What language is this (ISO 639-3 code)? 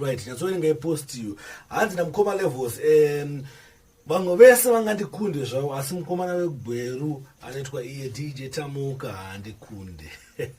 sna